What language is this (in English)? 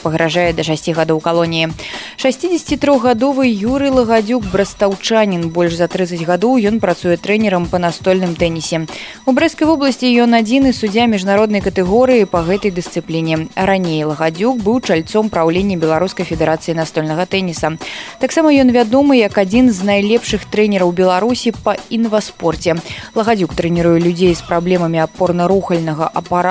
Belarusian